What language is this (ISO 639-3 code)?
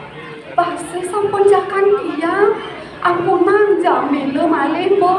ban